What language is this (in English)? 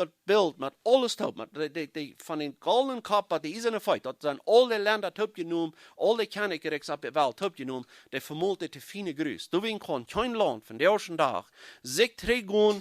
Plautdietsch